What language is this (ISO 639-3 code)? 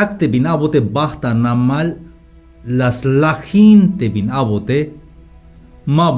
tzh